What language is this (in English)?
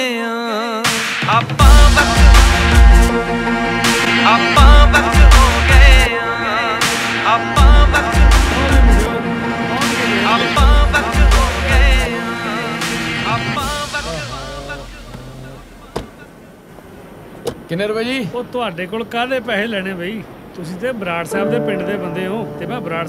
Punjabi